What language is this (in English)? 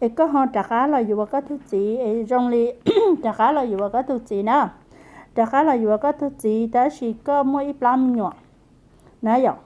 Hmong